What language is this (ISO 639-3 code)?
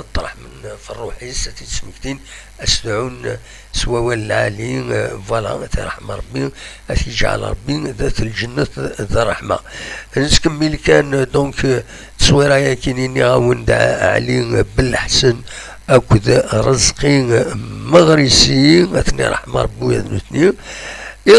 kab